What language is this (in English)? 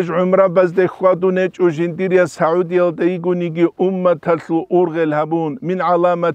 Avaric